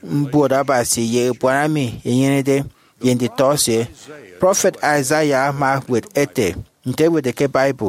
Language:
Efik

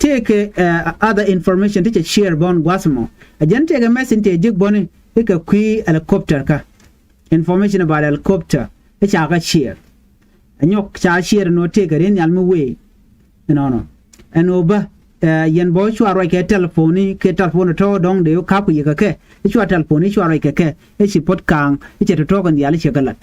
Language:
Nuer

